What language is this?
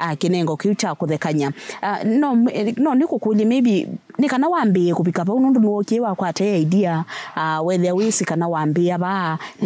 Kamba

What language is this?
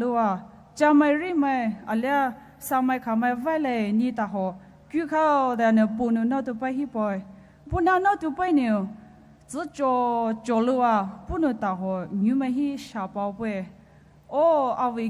Poumei Naga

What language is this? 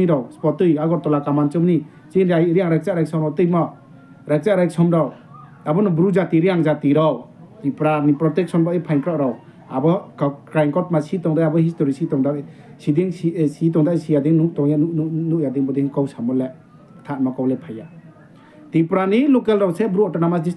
Riang (India)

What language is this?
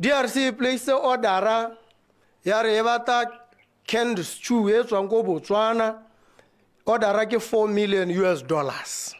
Tswana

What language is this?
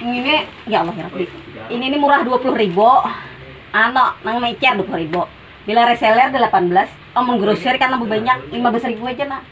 Banjar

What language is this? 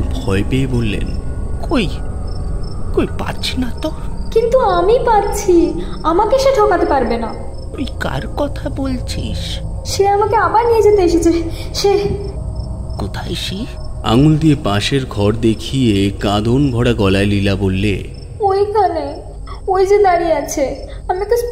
Bangla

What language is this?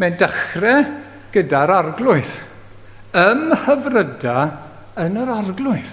Welsh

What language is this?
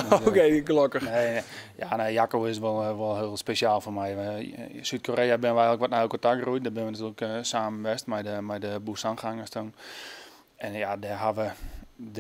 Western Frisian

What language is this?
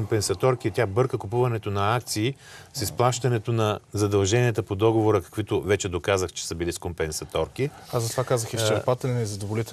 Bulgarian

